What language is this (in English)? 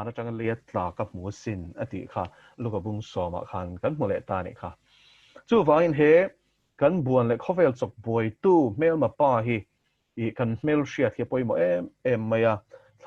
Mizo